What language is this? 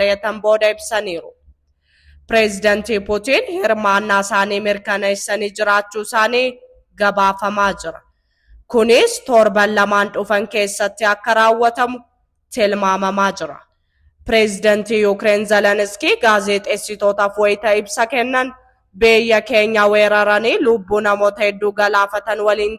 Oromo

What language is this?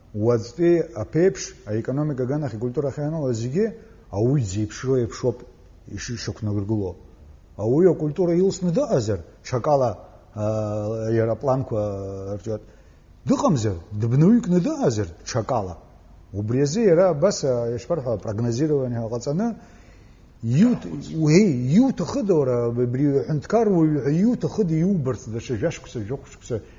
Abkhazian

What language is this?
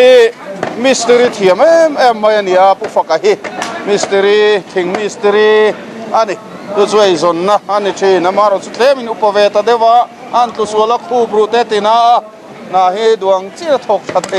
Mizo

